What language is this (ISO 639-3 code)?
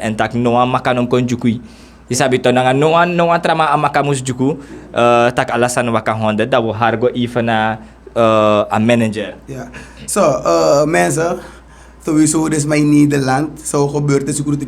srn